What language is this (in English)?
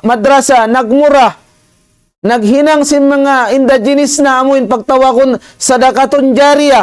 Tausug